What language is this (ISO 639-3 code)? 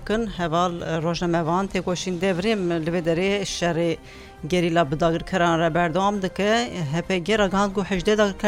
kur